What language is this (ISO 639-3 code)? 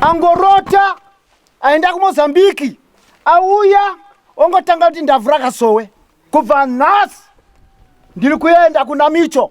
sna